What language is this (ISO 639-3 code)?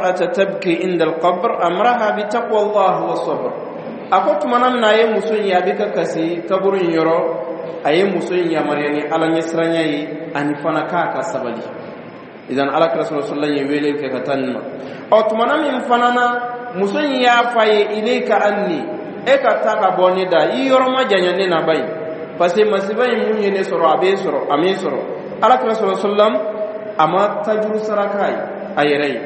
dyu